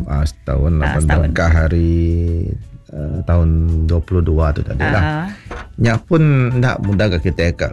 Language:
Iban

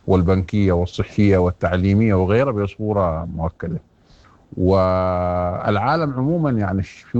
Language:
Sudanese Arabic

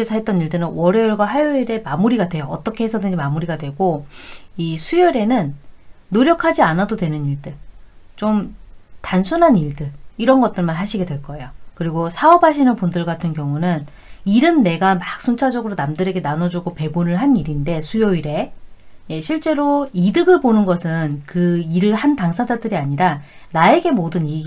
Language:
Korean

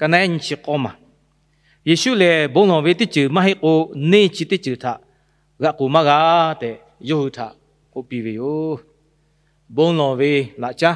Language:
Lahu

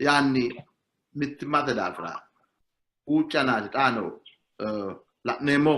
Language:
Sidamo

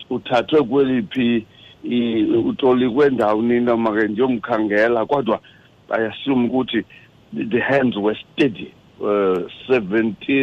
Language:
Xhosa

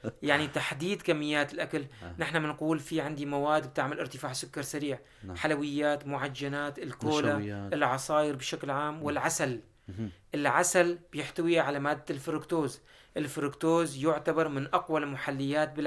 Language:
North Levantine Arabic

